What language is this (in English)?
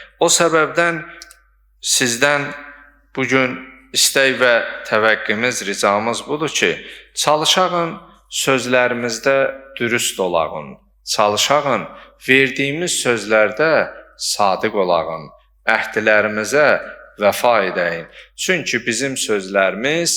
Azerbaijani